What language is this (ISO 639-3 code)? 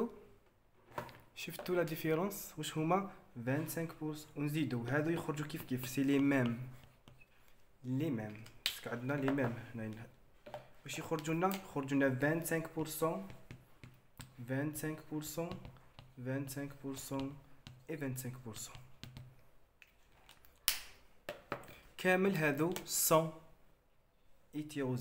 arq